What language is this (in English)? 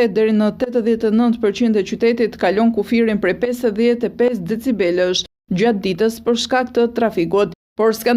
Albanian